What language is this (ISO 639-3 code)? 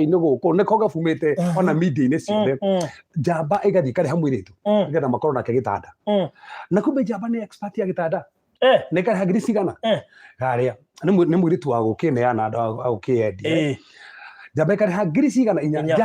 kik